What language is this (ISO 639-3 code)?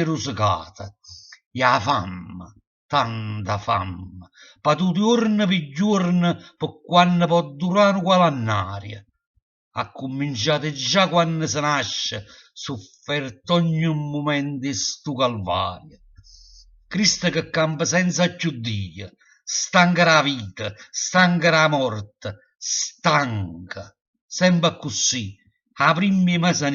nap